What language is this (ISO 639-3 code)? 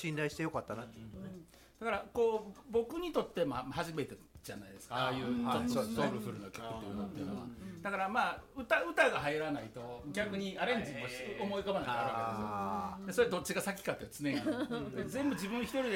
jpn